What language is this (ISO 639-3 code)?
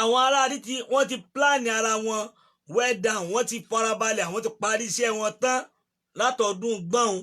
yor